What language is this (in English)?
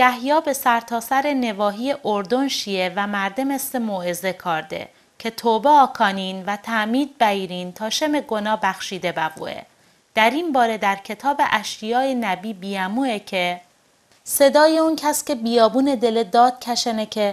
Mazanderani